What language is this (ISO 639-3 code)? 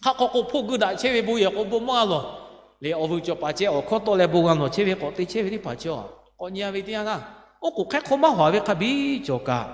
lhu